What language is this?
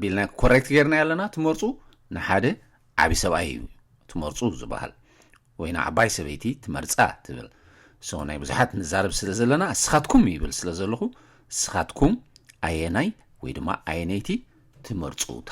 Tigrinya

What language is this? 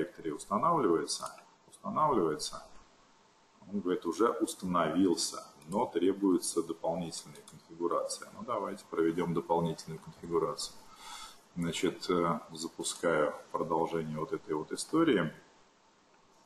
Russian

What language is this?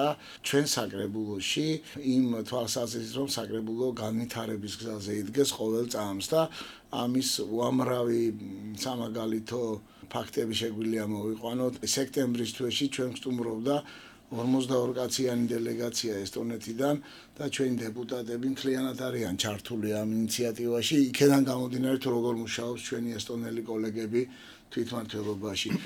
Georgian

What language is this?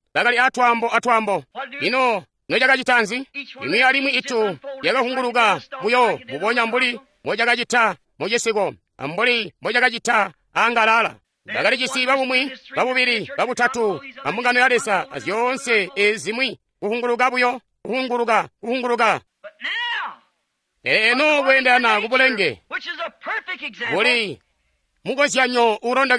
Tonga (Zambia)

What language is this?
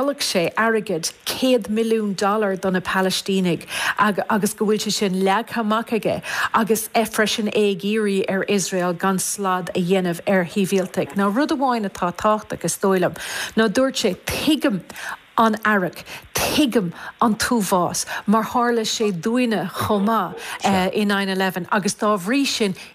Irish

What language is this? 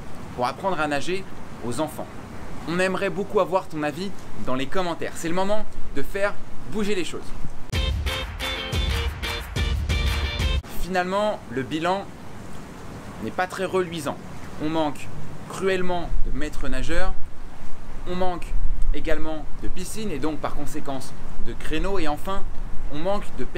French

